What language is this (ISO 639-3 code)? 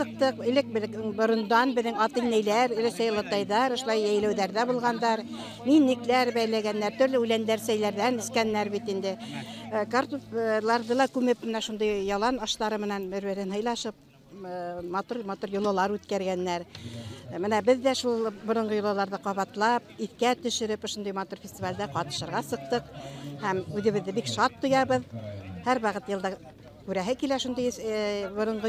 bak